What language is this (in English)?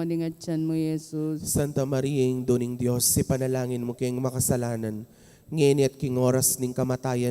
Pampanga